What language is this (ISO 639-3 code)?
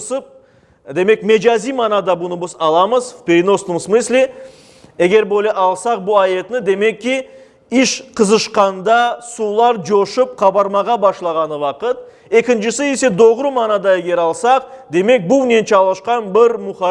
crh